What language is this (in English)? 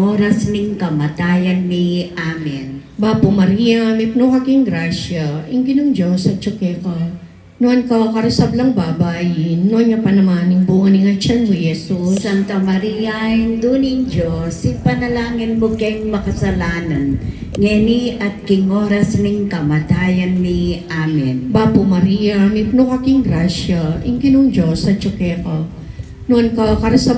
Pampanga